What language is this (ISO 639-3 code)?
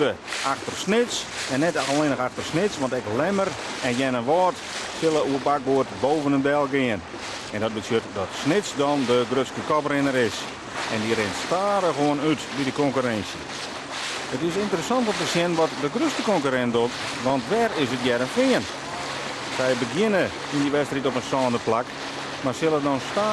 fry